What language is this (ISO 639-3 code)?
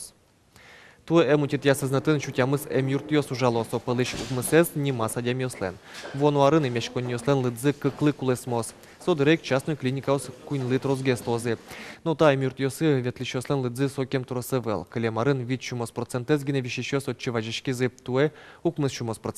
udm